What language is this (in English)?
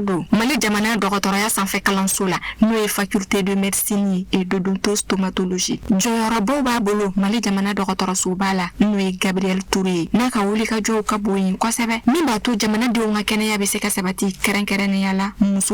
Bambara